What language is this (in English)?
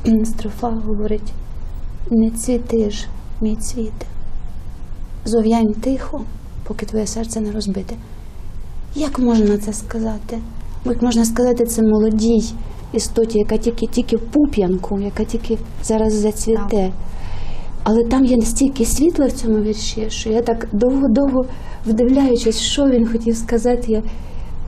Ukrainian